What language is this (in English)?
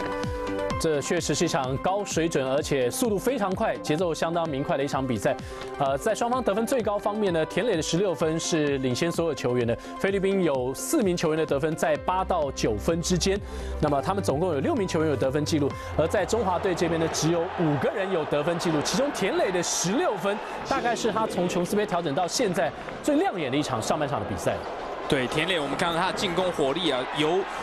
Chinese